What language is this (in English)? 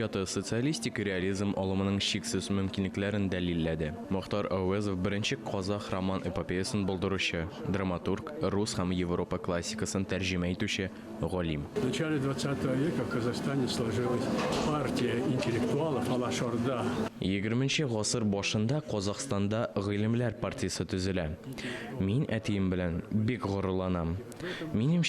Tatar